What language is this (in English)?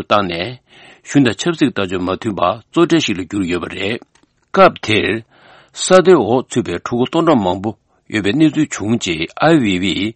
Tibetan